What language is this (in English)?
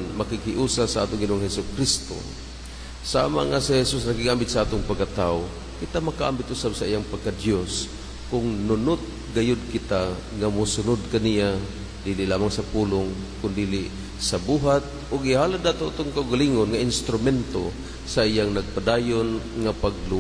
Cebuano